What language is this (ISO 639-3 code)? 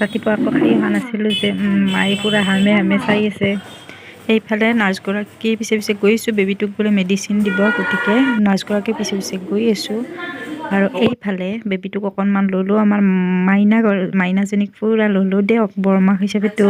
asm